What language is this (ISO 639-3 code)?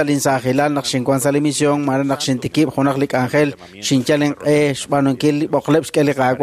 kek